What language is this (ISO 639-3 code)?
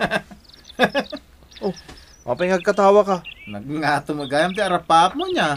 ilo